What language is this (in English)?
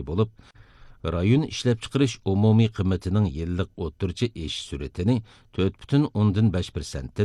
Uyghur